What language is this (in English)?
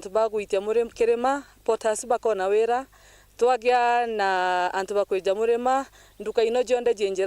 Meru